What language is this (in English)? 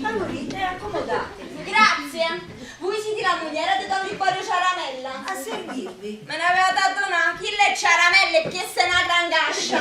Neapolitan